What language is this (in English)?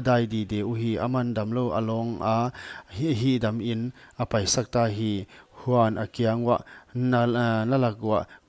Paite Chin